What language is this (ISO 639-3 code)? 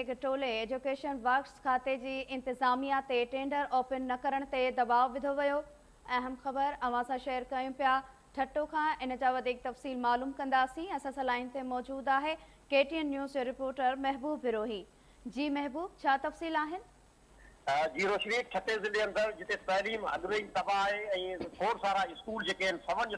snd